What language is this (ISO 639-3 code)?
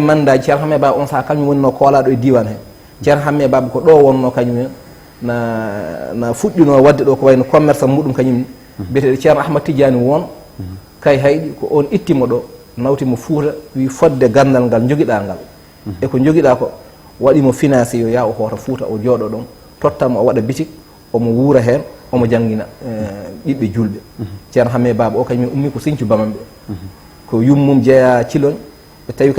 ful